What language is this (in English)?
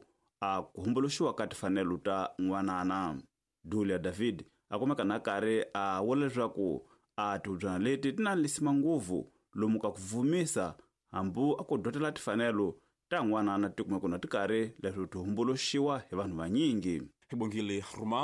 Tsonga